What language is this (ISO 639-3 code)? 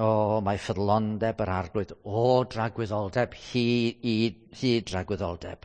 cym